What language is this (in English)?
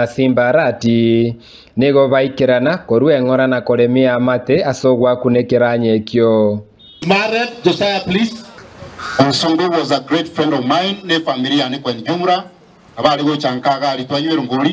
Gusii